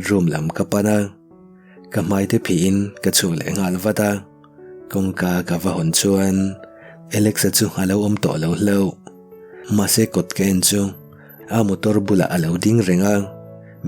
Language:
Mizo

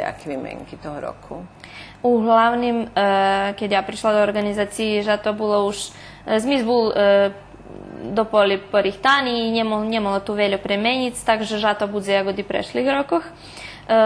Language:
Rusyn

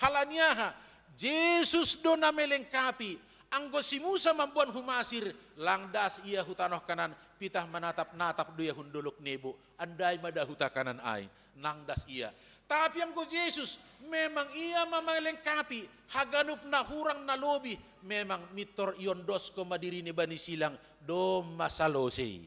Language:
Batak Simalungun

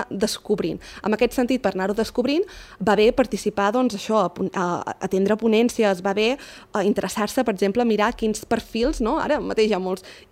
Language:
Catalan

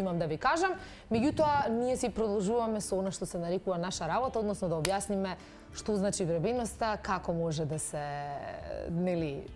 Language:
Macedonian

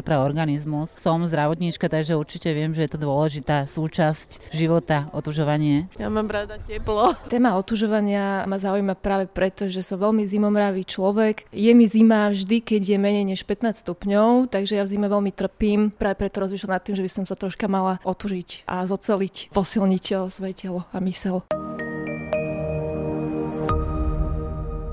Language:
Slovak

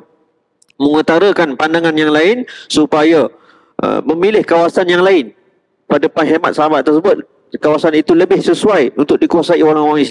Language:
Malay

